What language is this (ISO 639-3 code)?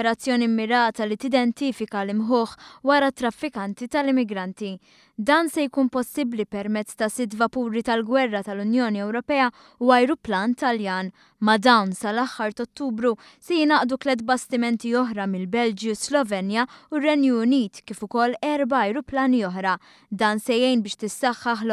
mlt